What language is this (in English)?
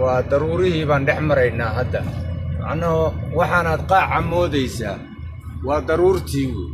Somali